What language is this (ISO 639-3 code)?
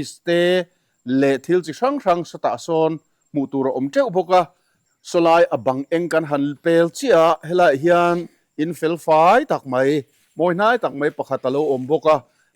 lus